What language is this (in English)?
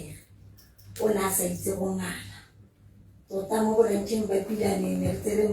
Tswana